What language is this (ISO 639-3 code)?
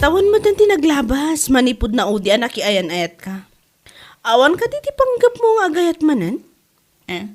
ilo